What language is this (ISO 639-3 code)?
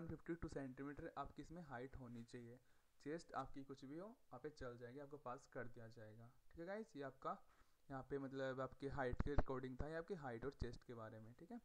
hin